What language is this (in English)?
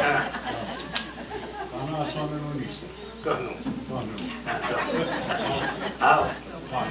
Mohawk